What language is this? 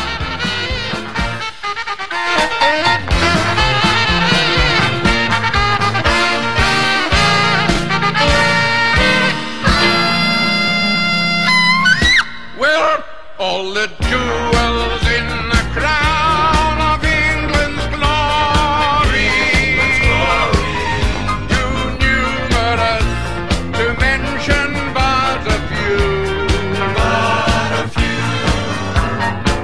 English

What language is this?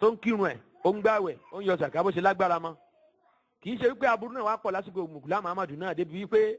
Yoruba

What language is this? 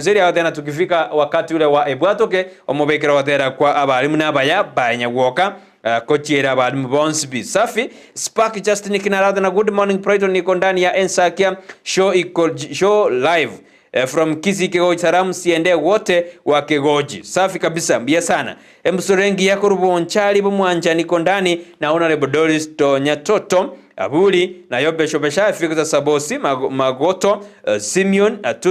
Gusii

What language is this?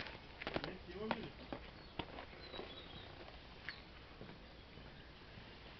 Bulgarian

